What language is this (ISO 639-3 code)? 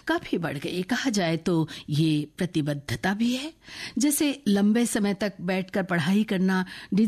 hin